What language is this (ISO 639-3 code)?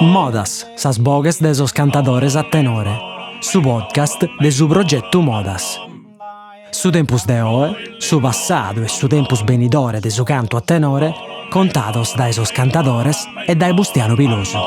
srd